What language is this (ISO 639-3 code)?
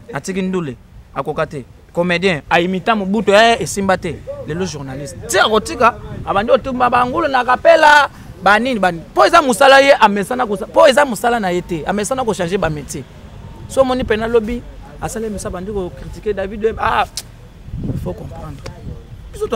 lin